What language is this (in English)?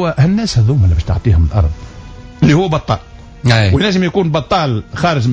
Tunisian Arabic